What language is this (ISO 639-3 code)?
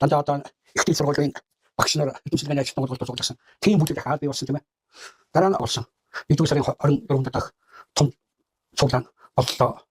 mon